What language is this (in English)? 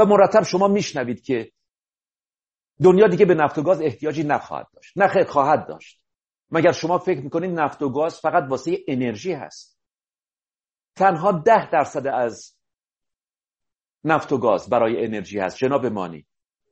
Persian